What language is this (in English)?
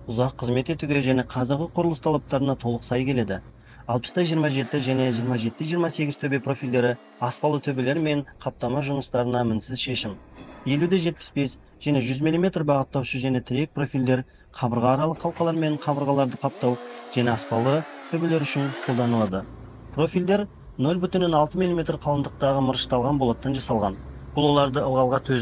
Kazakh